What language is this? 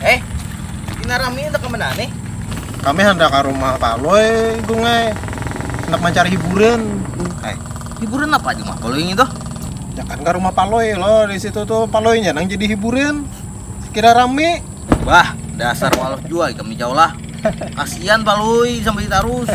Banjar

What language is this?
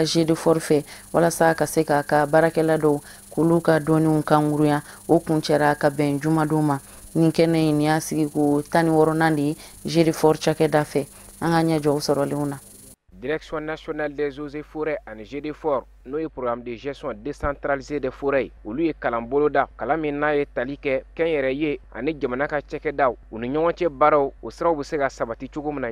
Bambara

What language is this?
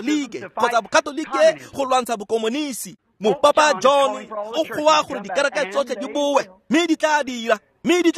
Tswana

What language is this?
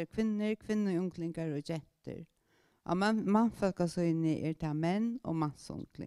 Faroese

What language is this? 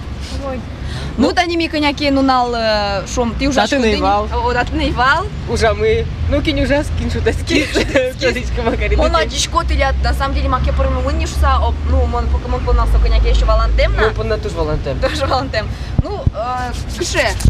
Udmurt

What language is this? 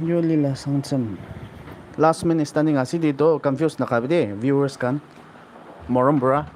Naga Pidgin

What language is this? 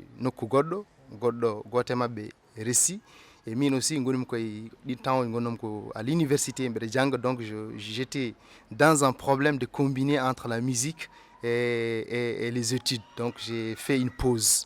Fula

